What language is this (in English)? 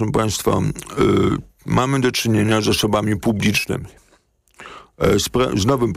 Polish